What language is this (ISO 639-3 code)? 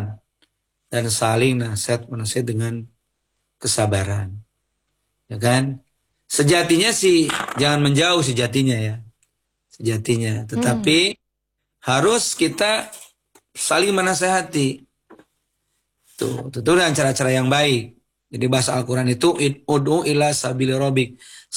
ind